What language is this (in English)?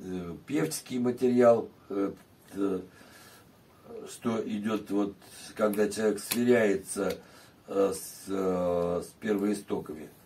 Russian